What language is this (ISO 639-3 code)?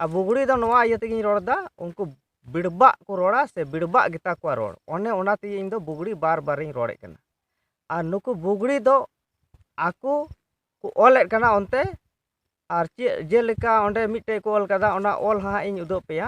sat